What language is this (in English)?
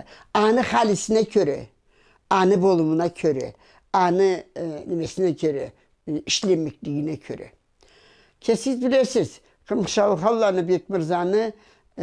Karachay-Balkar